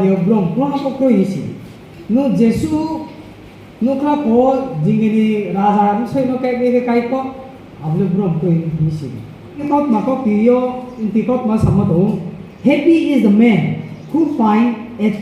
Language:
Riang (India)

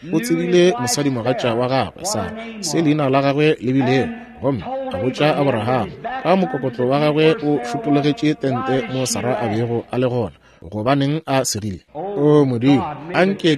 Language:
Northern Sotho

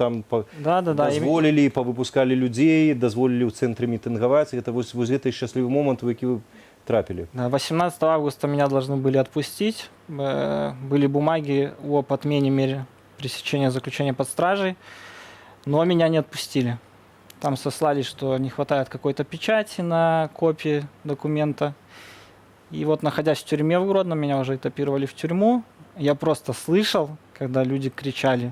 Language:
Belarusian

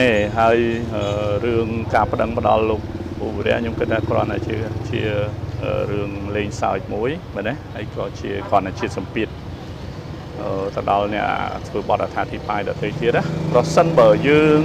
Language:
Khmer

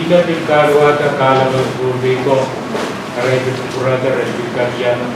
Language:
Pohnpeian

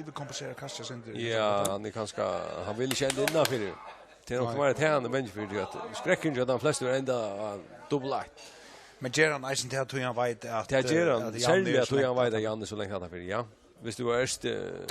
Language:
Faroese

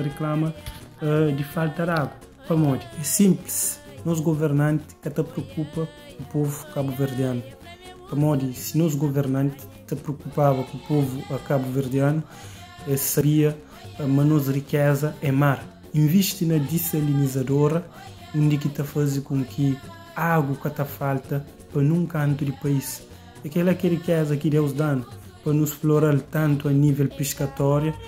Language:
Kabuverdianu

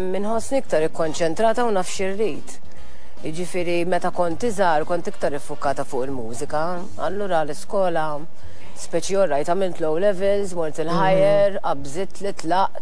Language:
Maltese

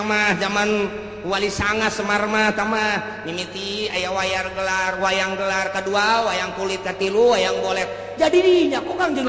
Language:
Sundanese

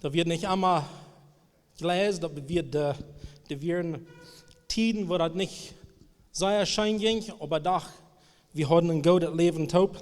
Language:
Plautdietsch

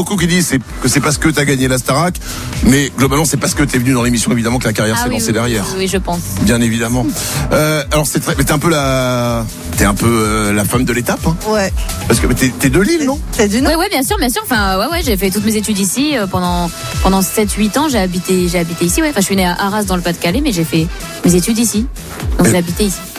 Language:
French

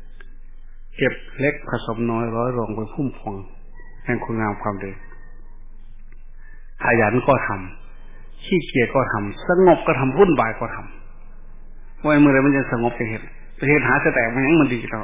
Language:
Thai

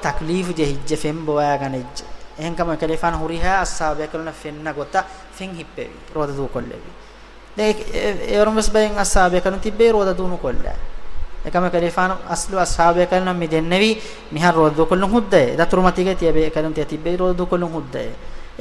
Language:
Divehi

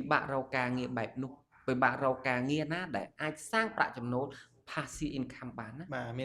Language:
Khmer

